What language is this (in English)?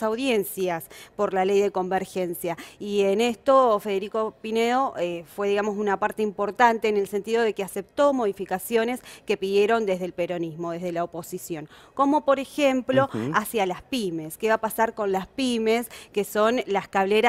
Spanish